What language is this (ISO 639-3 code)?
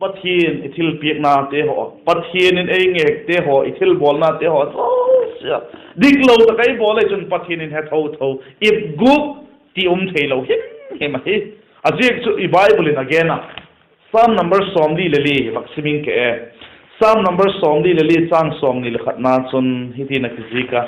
vap